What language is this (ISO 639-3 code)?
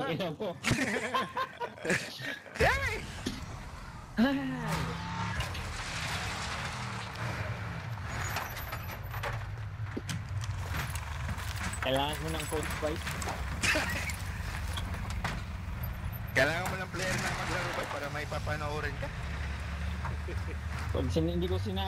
fil